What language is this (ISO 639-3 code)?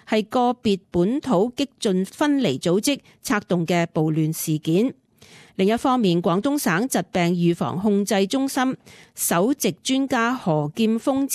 yue